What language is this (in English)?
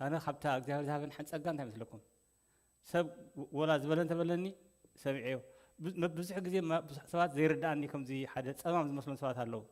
Tigrinya